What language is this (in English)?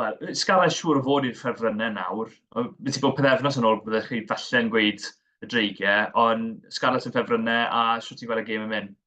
Welsh